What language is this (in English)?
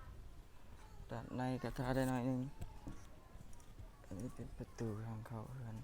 Lao